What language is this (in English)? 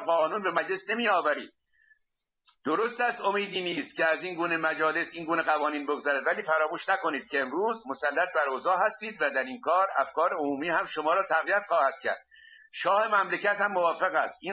Persian